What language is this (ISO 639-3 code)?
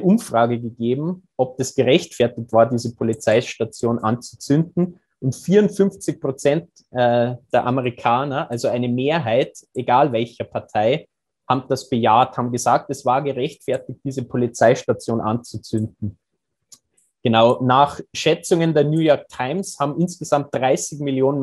deu